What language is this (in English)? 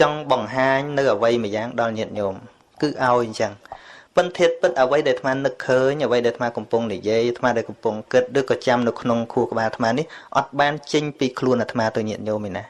Khmer